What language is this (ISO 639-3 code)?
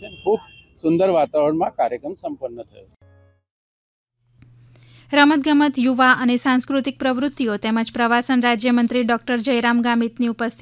guj